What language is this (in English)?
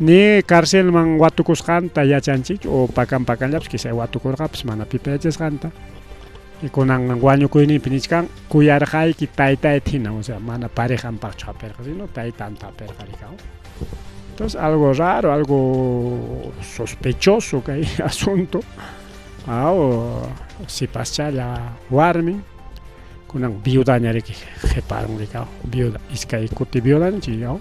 Ayacucho Quechua